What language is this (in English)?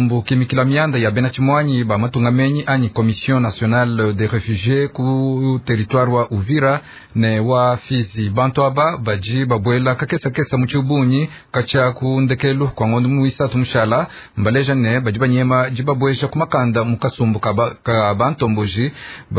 Luba-Lulua